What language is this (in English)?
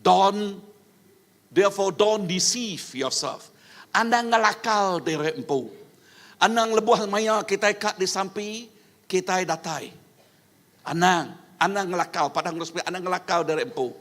Iban